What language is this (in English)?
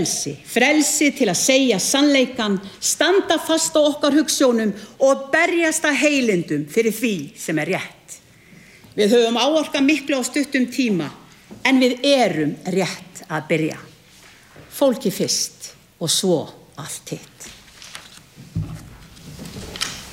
Icelandic